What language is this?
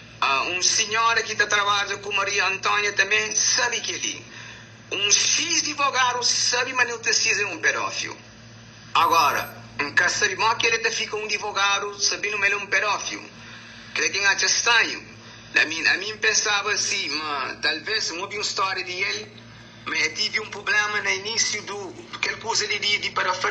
Kabuverdianu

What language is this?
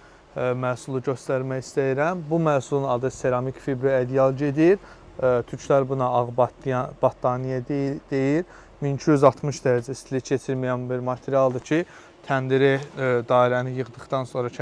Azerbaijani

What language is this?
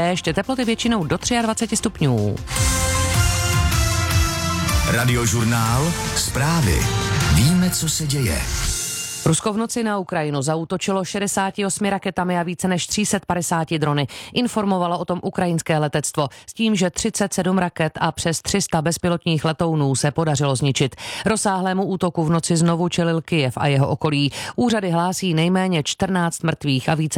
Czech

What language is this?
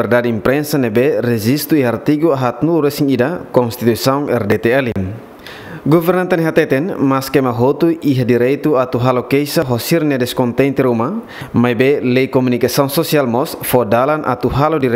Tetum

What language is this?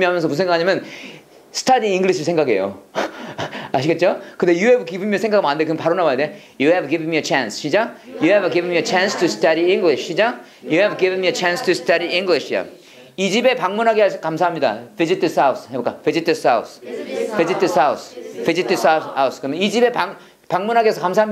Korean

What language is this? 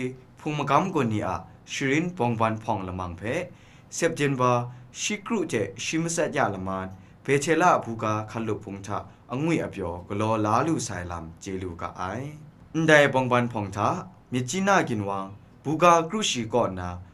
Kachin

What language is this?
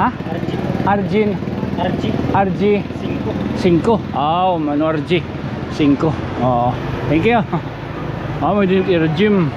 Waray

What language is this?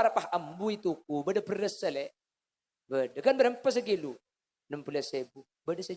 Madurese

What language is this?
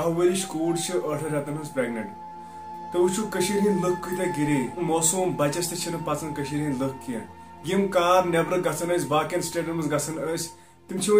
Kashmiri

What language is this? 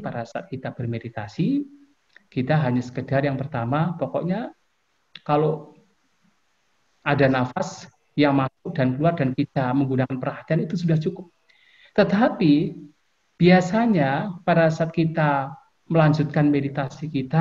Indonesian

